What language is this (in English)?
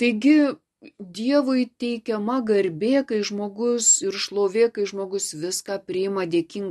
Lithuanian